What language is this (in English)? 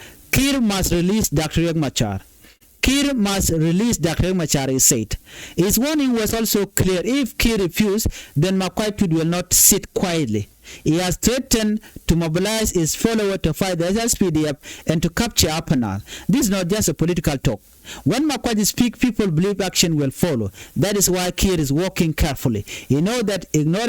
Nuer